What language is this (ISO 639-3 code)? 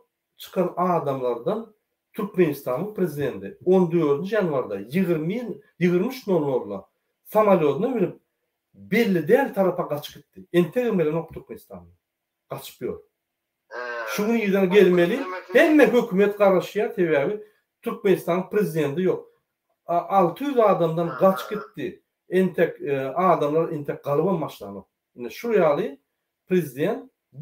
tuk